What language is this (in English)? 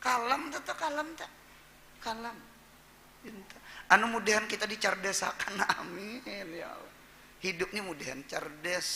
Banjar